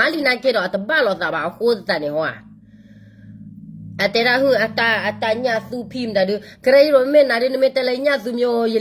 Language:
S'gaw Karen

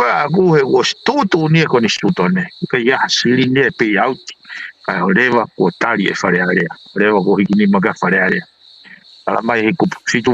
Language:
Tongan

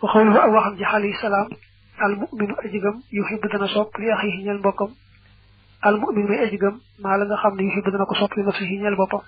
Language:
Wolof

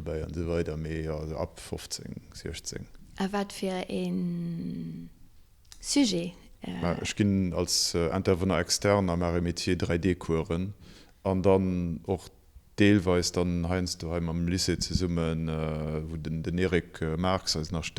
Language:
Luxembourgish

